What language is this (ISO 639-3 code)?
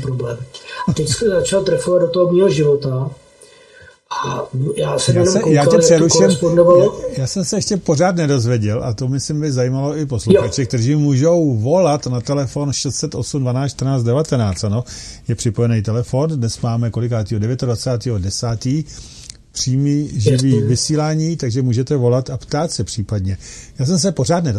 ces